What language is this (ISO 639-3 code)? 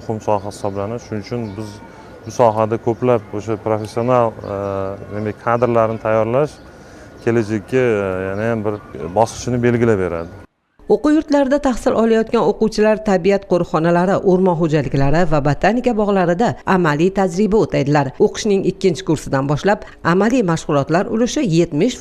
uzb